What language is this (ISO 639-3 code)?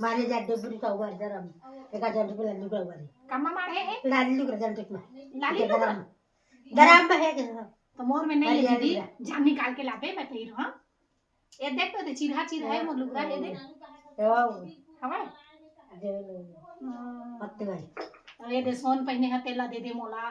hne